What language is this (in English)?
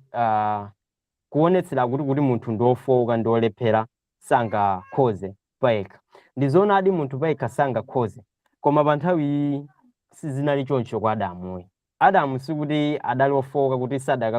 Nyanja